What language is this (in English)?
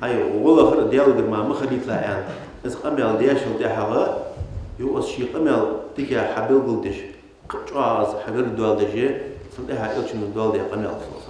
Ingush